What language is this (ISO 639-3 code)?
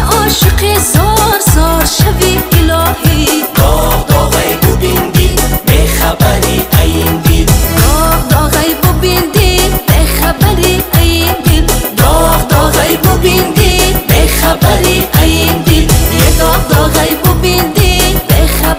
fas